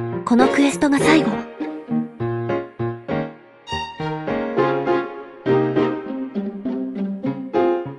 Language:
Japanese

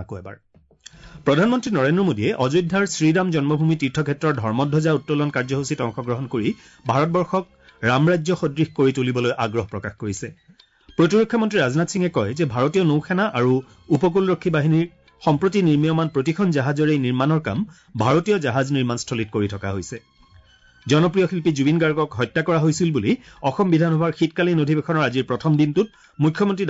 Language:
Assamese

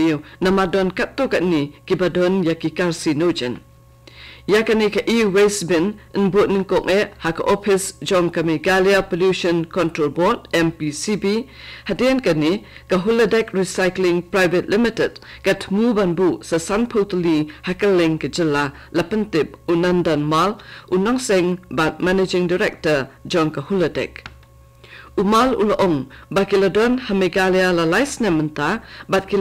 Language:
Khasi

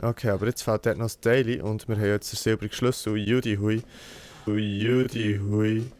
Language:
Swiss German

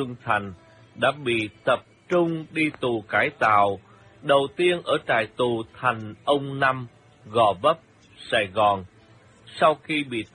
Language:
Vietnamese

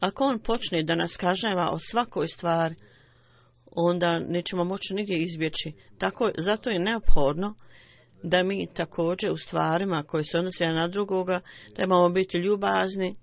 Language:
Bosnian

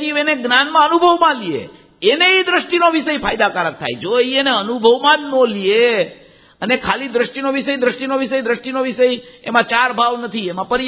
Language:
Gujarati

